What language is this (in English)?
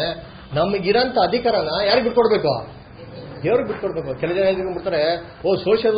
Kannada